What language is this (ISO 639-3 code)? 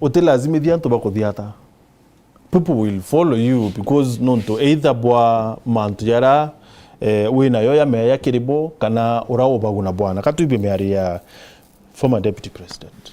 mer